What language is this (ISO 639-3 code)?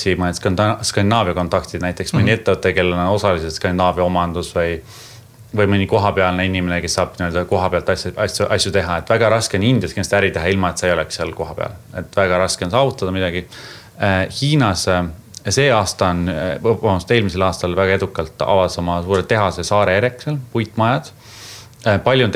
est